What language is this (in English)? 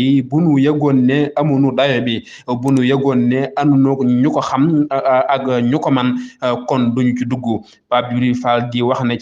Wolof